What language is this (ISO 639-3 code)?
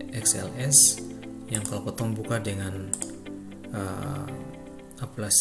abs